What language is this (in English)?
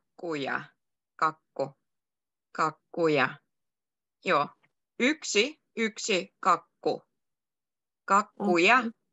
Finnish